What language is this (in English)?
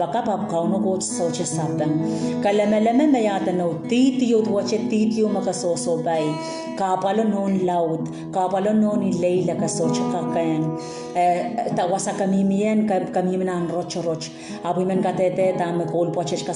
Pohnpeian